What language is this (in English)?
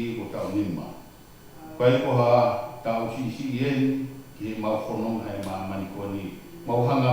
Tongan